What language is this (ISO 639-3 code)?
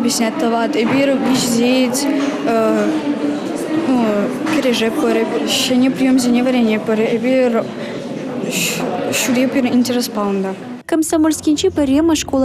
chv